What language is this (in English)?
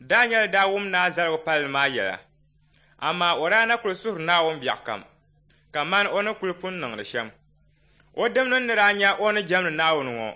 Dagbani